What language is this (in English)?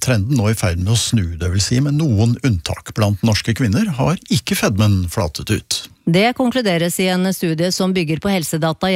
Norwegian